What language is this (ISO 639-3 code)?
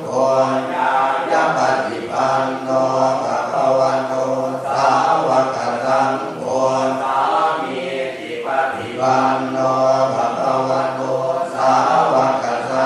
pli